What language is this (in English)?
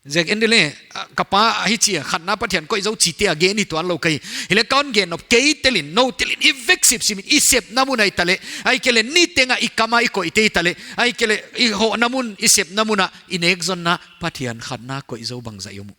Paite Chin